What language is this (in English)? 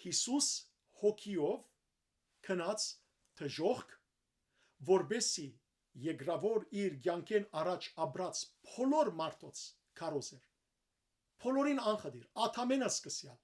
Western Armenian